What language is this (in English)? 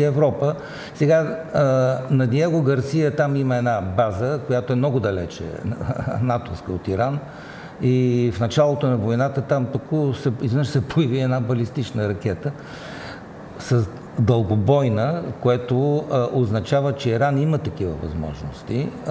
Bulgarian